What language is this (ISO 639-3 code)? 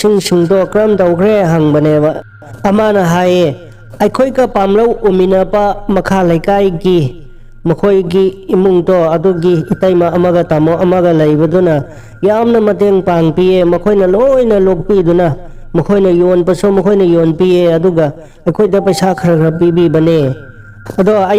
mni